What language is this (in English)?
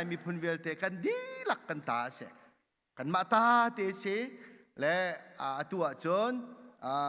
Hakha Chin